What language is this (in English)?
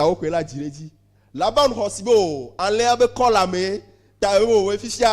Ewe